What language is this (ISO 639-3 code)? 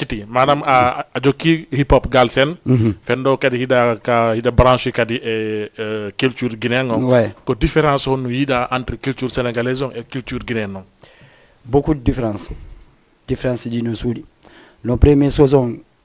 ful